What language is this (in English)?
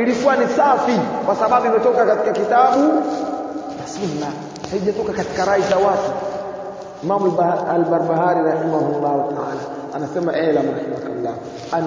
Swahili